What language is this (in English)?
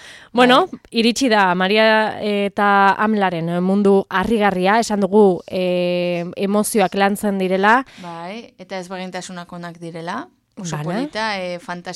Basque